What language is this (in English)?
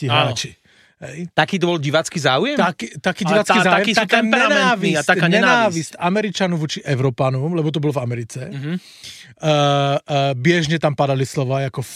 Slovak